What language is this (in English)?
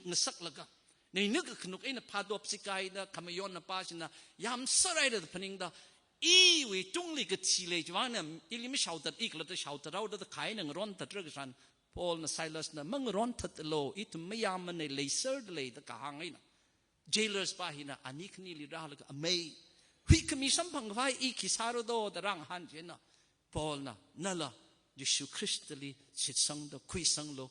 Tangkhul Naga (India)